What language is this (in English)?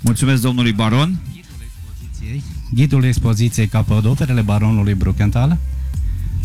Romanian